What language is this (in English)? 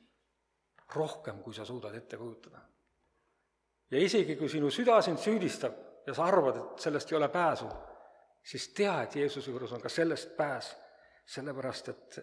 Estonian